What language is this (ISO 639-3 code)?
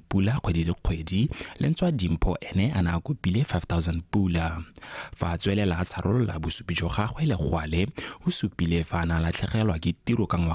tsn